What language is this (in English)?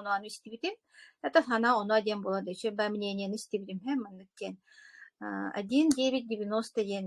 Yakut